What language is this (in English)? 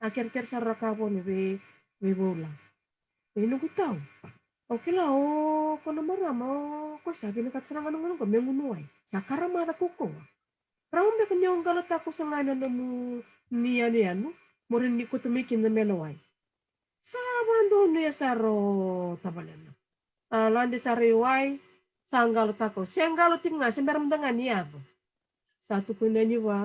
Fijian